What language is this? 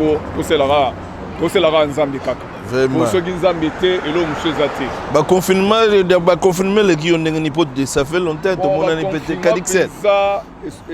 Lingala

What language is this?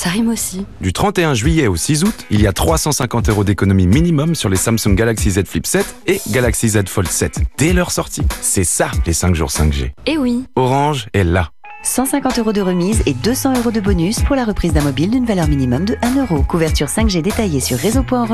French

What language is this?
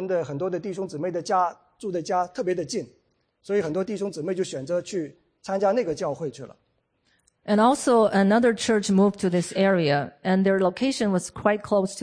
Chinese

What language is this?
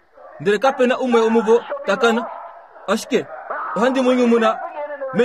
Kuanyama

